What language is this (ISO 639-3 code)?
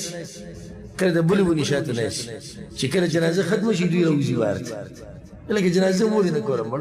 pus